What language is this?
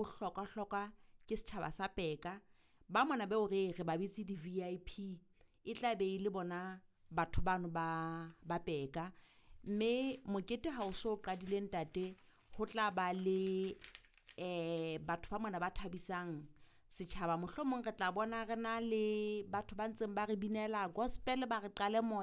Southern Sotho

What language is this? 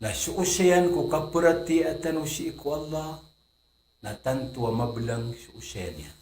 Maranao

